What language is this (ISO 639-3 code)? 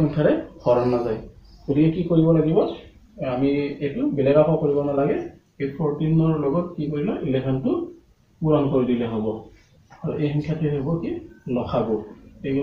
asm